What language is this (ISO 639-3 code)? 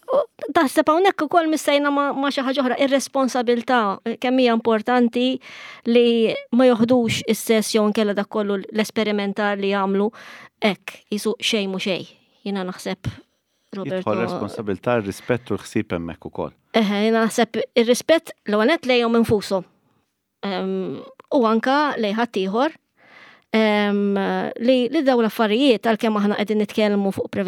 mlt